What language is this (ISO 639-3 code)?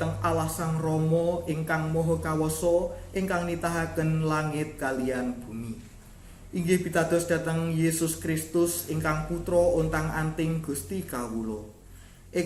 jav